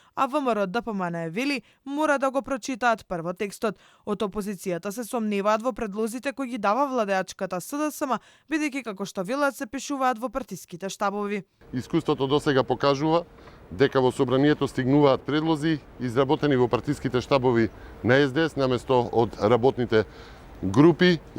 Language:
Macedonian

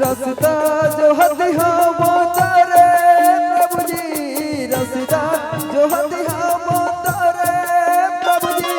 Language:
Chhattisgarhi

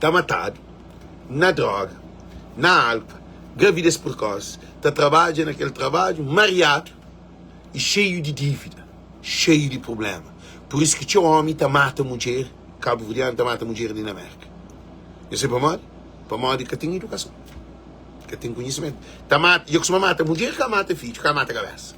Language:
Kabuverdianu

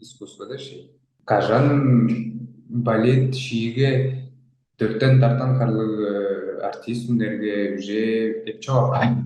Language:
Tuvinian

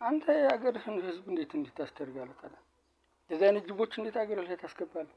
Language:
Amharic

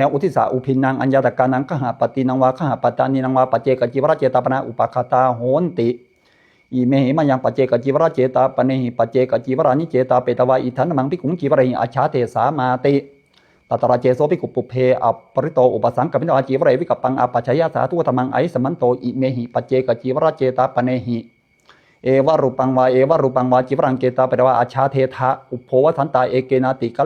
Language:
Pali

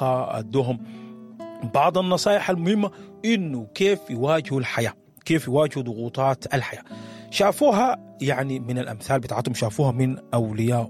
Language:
Sudanese Arabic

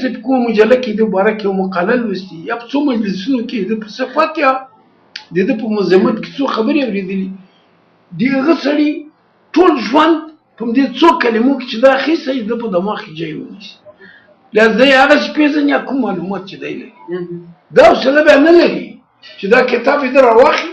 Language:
Pashto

